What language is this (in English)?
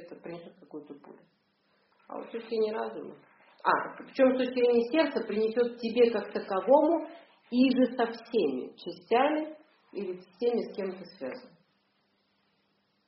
Russian